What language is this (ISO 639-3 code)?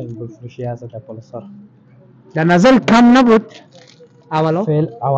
fas